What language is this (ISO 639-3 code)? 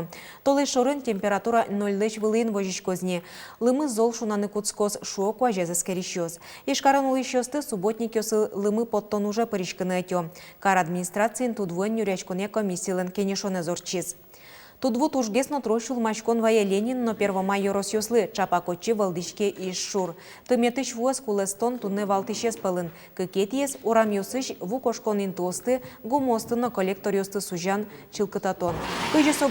udm